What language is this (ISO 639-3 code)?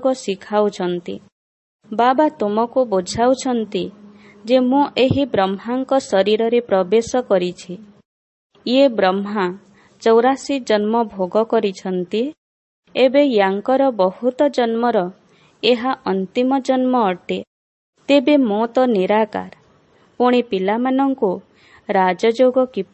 ori